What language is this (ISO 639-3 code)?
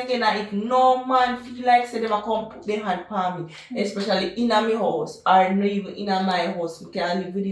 jam